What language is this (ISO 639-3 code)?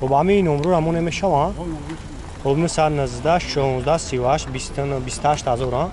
tgk